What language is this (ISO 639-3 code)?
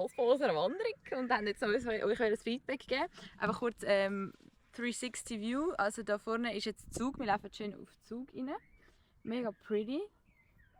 gsw